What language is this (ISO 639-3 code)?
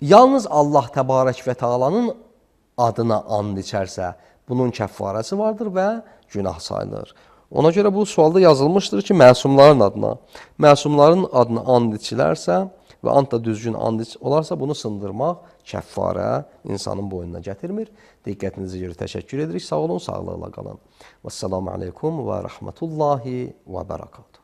aze